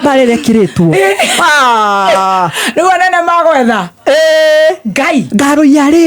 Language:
Kikuyu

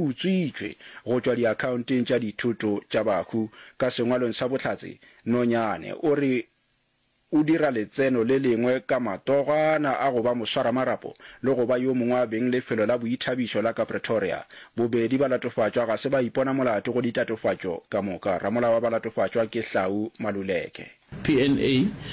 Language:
Northern Sotho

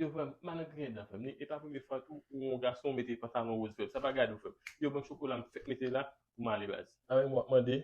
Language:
Haitian Creole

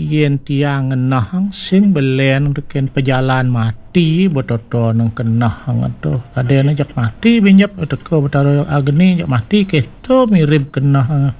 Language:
Balinese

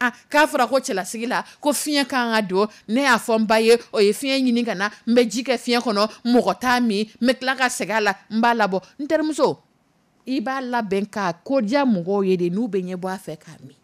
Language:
Dyula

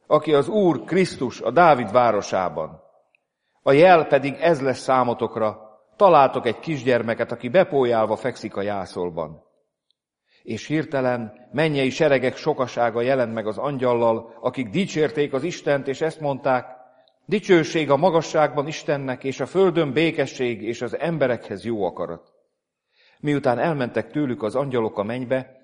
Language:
Hungarian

